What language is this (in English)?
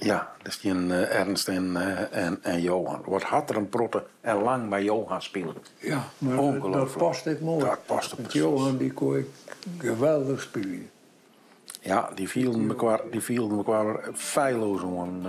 Western Frisian